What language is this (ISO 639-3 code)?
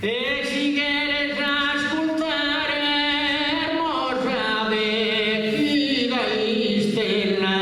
srd